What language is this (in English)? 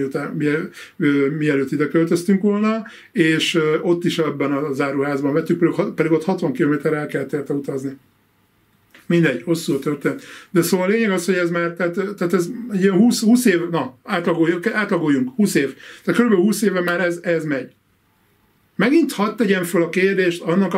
Hungarian